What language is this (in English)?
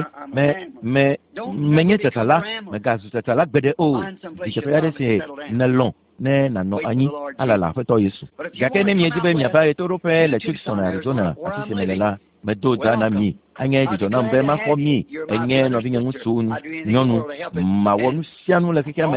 Ewe